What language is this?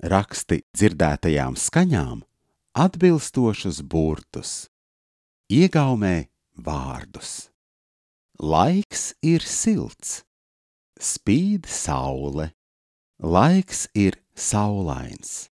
Latvian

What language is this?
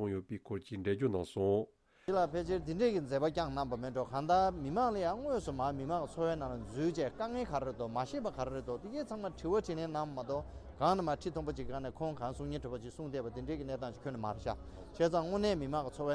Tibetan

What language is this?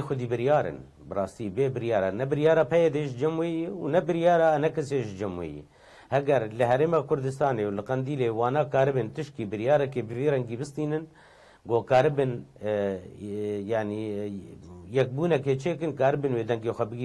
Kurdish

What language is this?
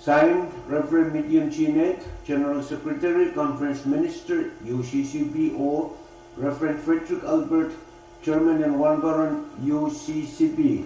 Pohnpeian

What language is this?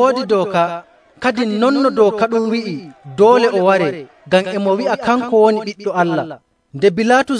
Nigerian Fulfulde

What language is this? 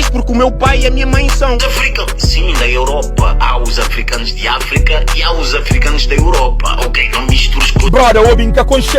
Kabuverdianu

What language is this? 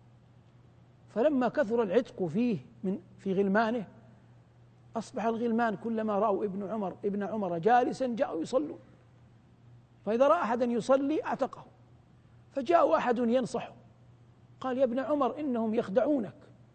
Arabic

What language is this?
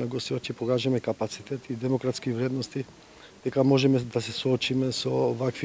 Macedonian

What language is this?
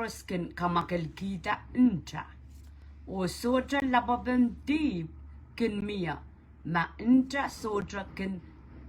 Pohnpeian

